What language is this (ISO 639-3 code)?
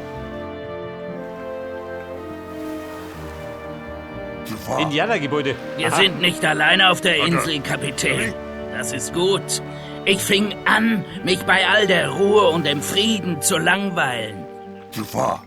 bar